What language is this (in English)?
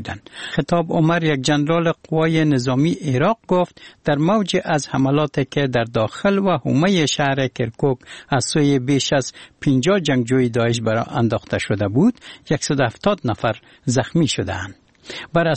Persian